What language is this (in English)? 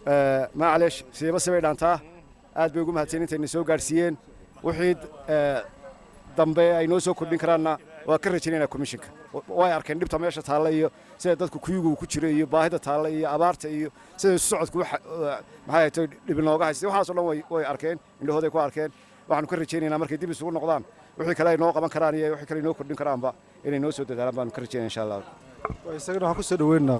Somali